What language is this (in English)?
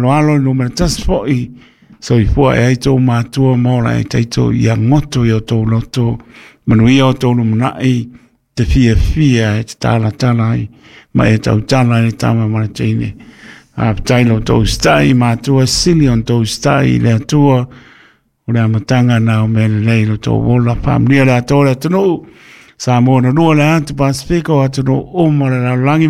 Samoan